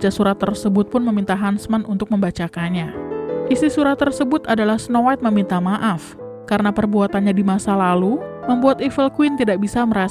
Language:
Indonesian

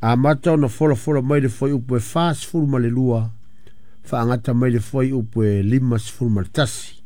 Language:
Samoan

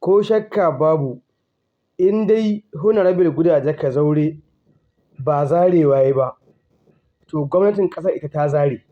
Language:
Hausa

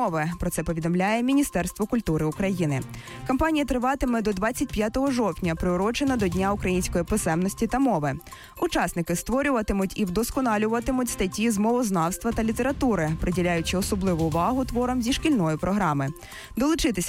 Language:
Ukrainian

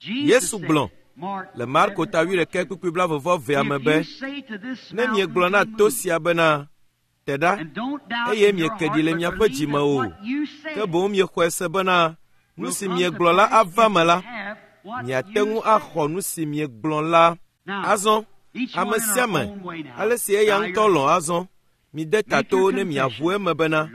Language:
Ewe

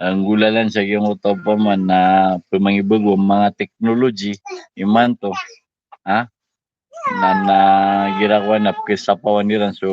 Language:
Maranao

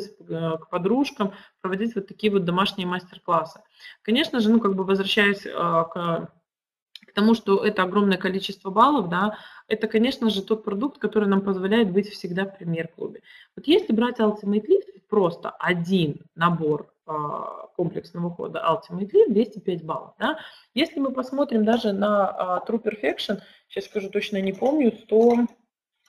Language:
Russian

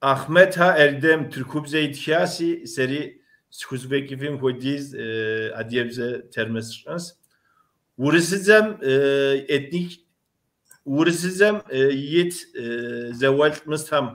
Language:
Kabardian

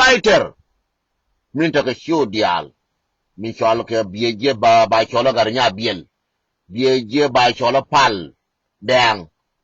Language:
Nuer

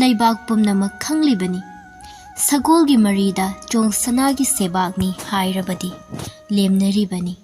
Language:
Manipuri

